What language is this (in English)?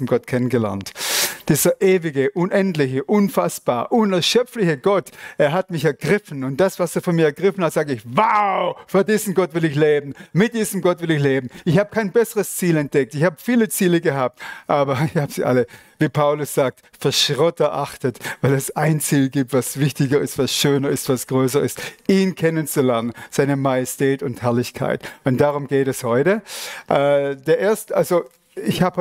Swiss German